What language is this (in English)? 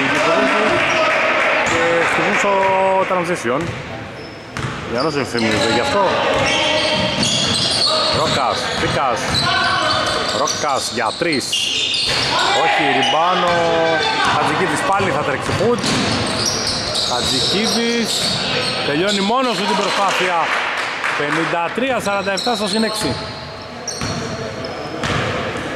Greek